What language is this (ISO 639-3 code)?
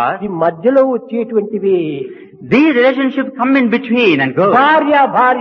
tel